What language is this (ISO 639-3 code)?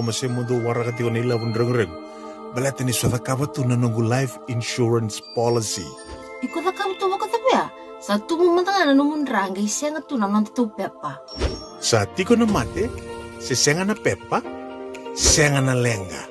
fij